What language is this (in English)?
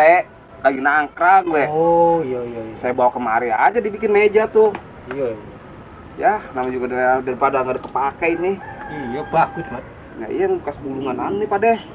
Betawi